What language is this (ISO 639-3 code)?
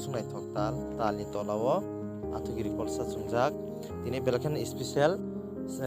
trp